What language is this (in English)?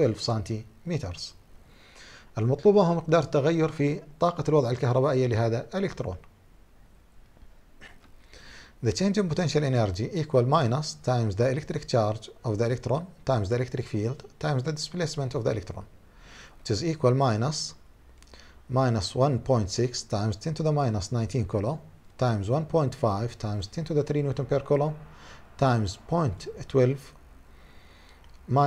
Arabic